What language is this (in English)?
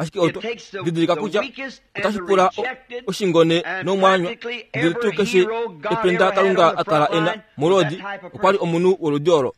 Kuanyama